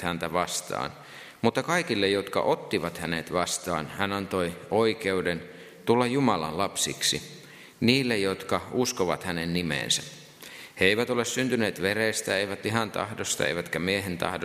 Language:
Finnish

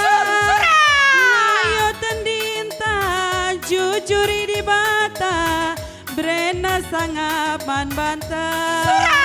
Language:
Batak Karo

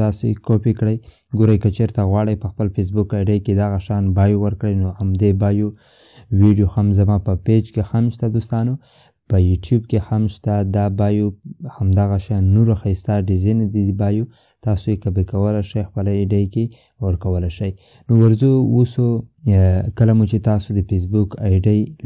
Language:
Pashto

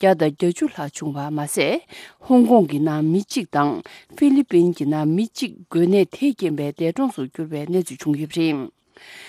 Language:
Tibetan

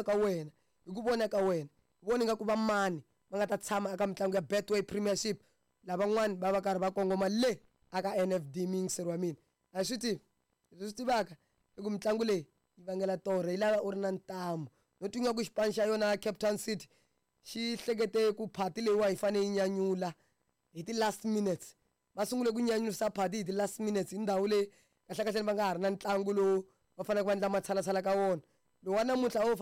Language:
Tsonga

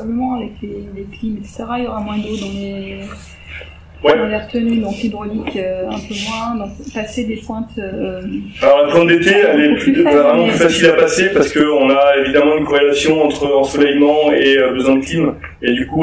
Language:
French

